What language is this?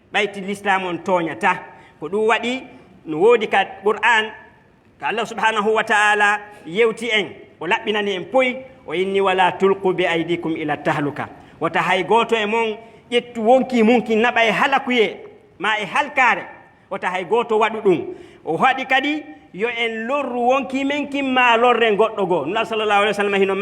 Fula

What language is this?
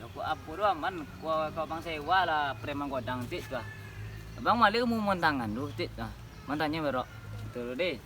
Minangkabau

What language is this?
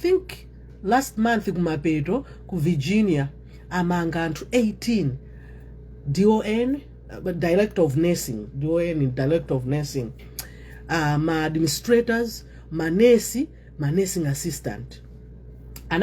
Nyanja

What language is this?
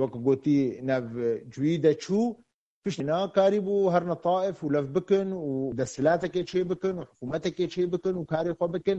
Kurdish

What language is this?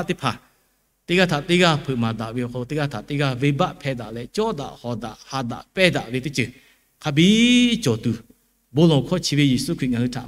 Lahu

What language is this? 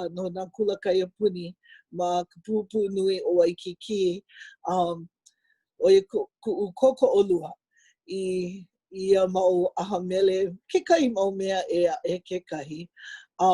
Hawaiian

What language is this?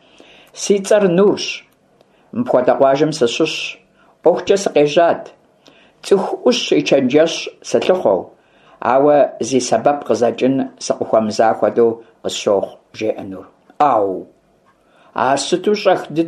Kabardian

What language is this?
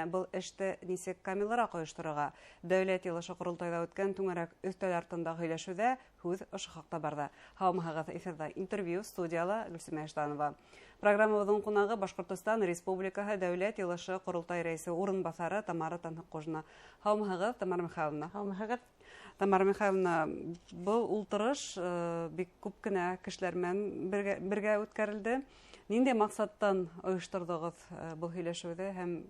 Bashkir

